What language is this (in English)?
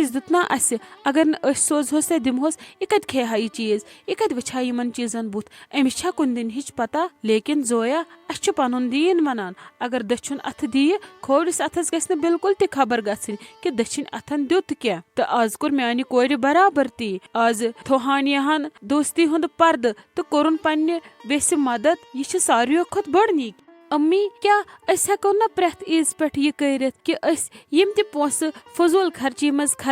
Kashmiri